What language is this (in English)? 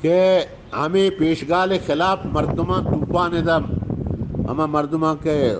Eastern Balochi